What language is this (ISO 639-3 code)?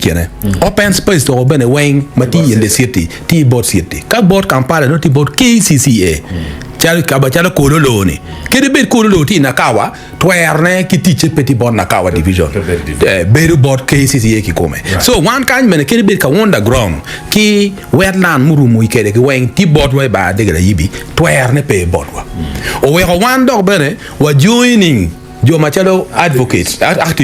ach